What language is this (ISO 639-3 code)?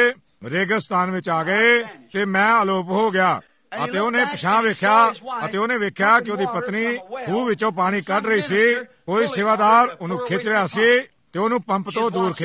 pan